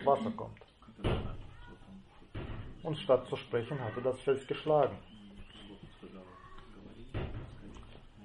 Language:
German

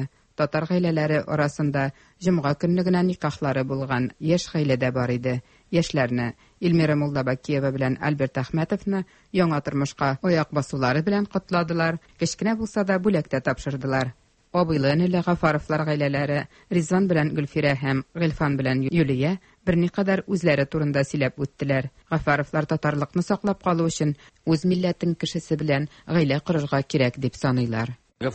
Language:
Tatar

